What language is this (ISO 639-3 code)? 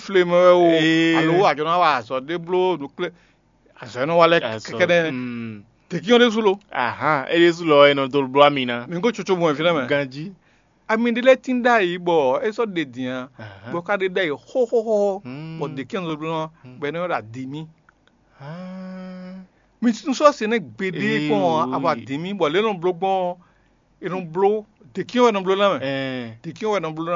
fon